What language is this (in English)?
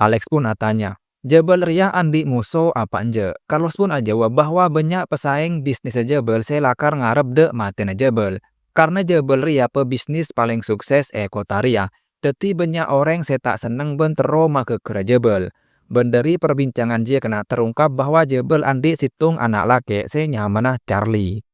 Madurese